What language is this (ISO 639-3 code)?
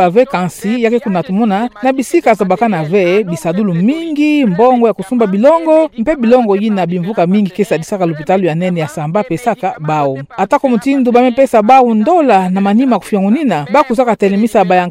ktu